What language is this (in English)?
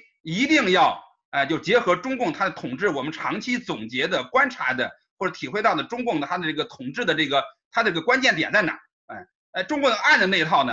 Chinese